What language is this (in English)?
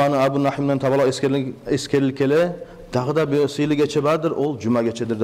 Kumyk